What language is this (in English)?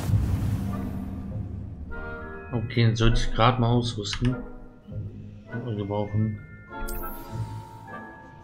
German